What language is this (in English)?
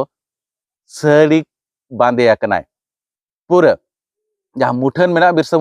Santali